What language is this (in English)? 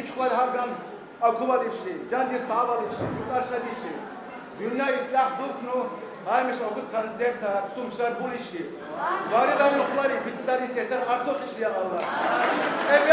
Tabassaran